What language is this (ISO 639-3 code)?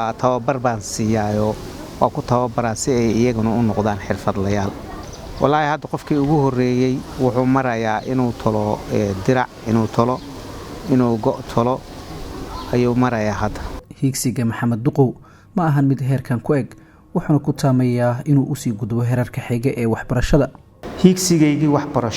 som